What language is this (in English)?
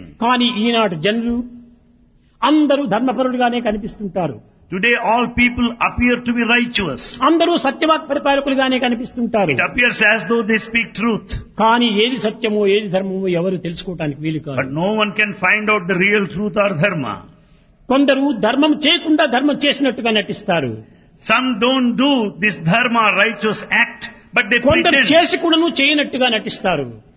Telugu